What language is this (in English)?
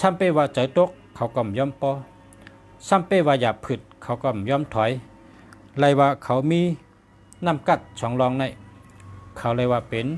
Shan